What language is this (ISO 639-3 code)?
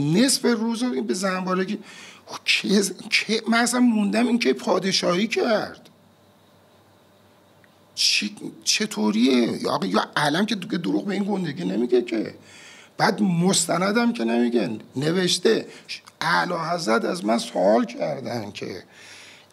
fas